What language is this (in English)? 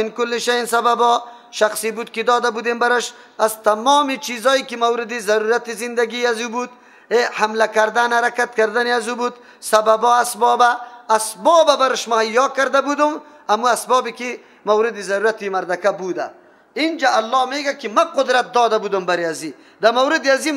Persian